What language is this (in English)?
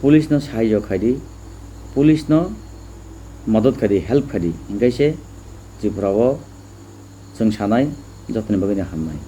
Kok Borok